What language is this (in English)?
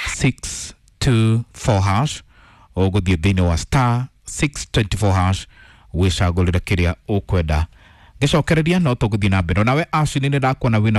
Kikuyu